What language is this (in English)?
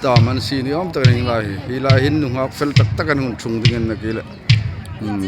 Hmar